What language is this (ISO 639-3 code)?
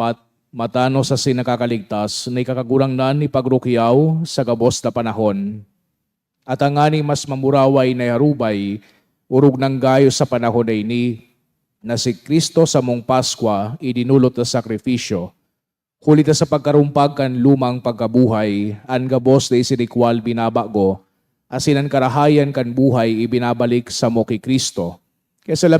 bik